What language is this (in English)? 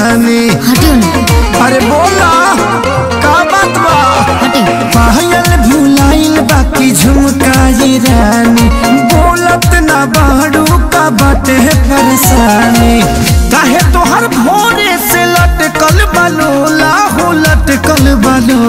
Bhojpuri